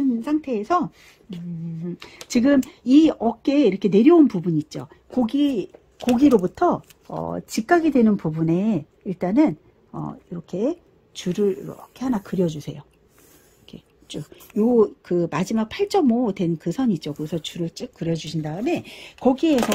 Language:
Korean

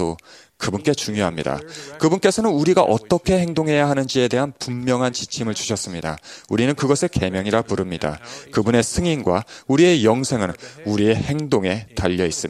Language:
Korean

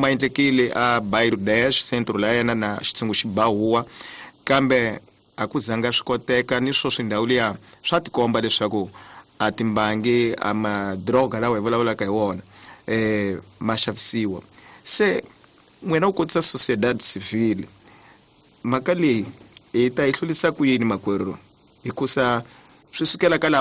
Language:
Tsonga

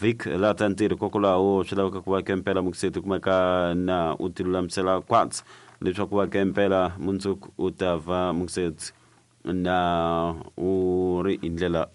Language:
Tsonga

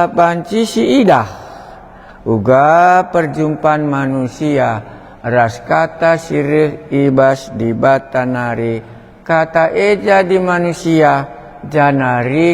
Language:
Batak Karo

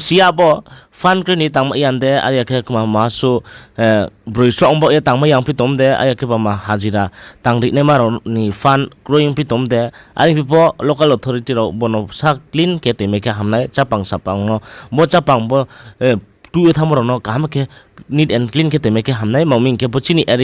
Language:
Riang (India)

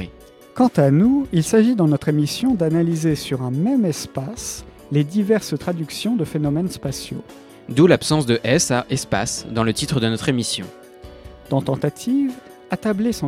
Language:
French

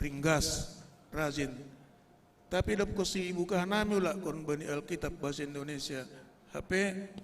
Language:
Batak Simalungun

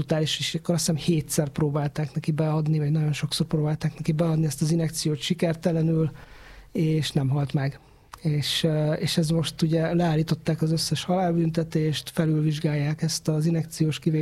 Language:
Hungarian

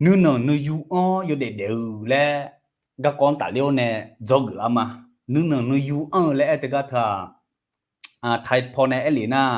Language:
Akha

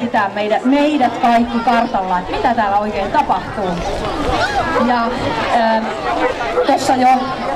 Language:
Finnish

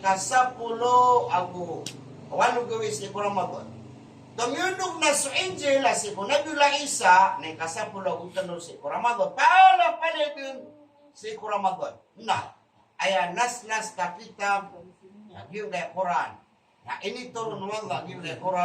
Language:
Maranao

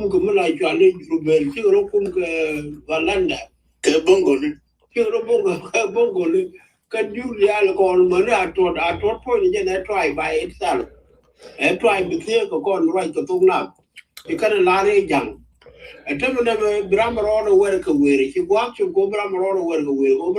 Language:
Nuer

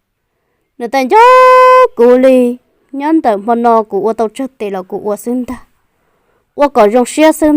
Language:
Hmong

